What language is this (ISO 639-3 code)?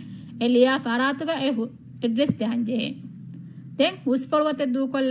div